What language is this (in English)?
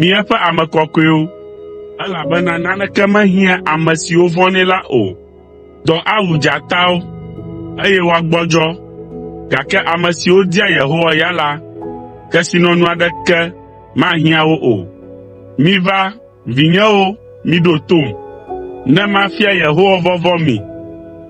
Ewe